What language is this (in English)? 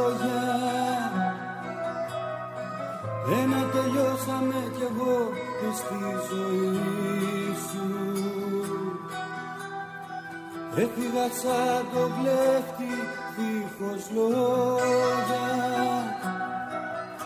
Greek